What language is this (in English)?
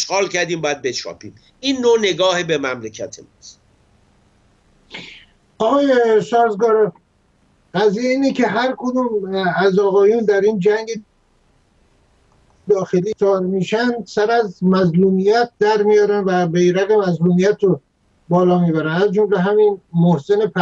Persian